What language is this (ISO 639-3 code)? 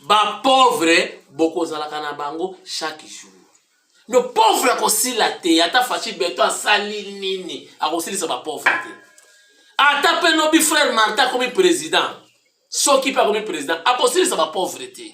lin